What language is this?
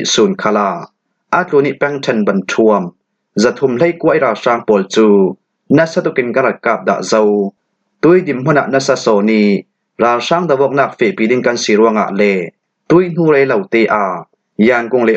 Falam Chin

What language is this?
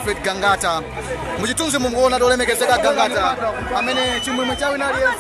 Nyanja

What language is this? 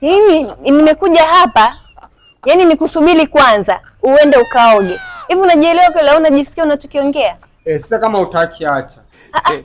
Swahili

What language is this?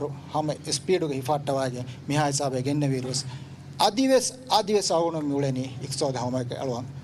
Divehi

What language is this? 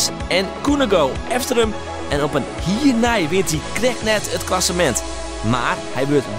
Western Frisian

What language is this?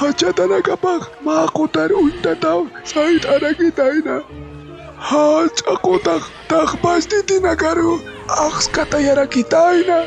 Aymara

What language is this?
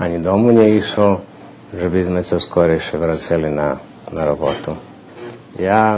Rusyn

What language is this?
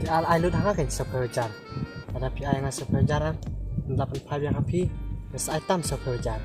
Khasi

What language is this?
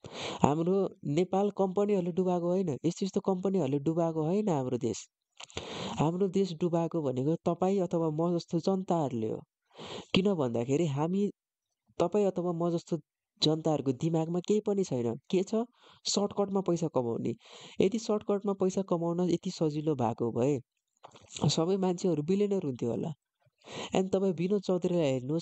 Nepali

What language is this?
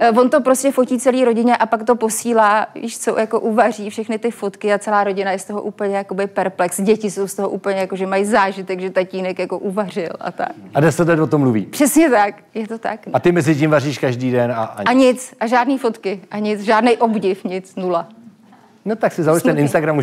Czech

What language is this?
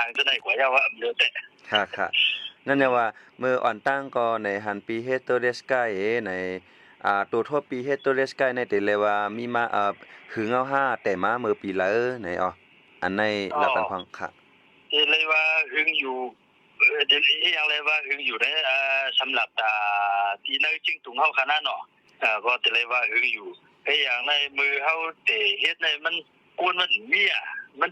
Shan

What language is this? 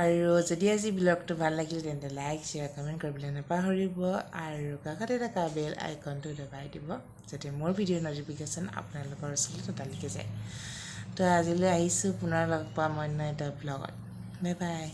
Assamese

